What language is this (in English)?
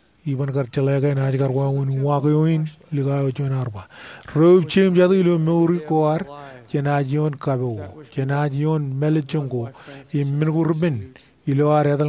Marshallese